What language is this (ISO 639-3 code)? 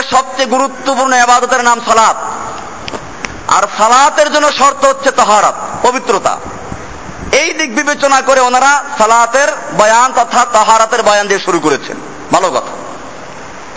ben